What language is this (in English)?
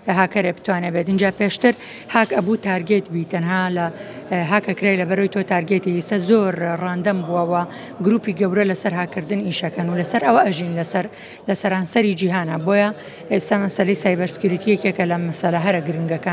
Central Kurdish